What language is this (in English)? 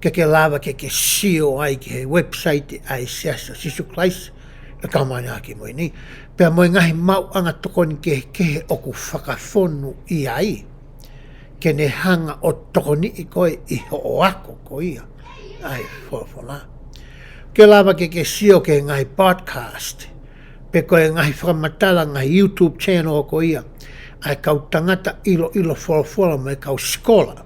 Tongan